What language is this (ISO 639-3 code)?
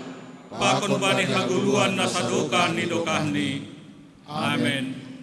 bts